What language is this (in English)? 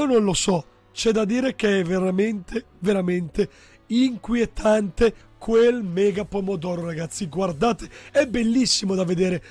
Italian